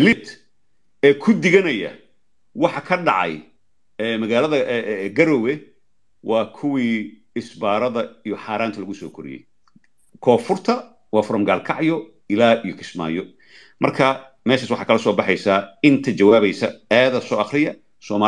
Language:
Somali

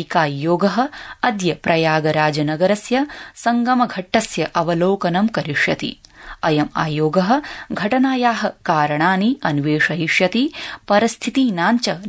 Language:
Sanskrit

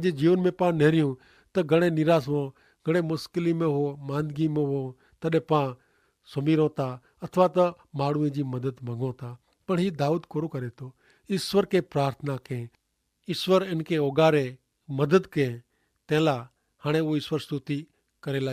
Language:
Kachhi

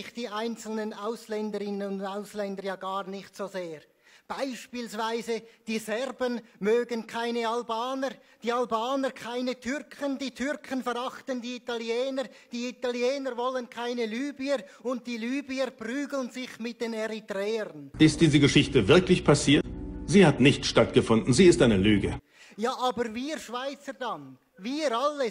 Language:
Swiss German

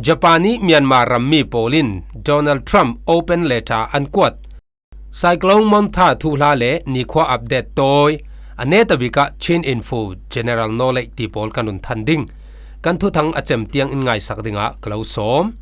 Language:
Falam Chin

